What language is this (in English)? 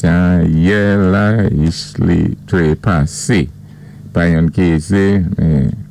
Saint Lucian Creole French